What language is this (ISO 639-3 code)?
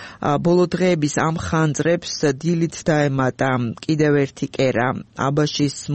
kat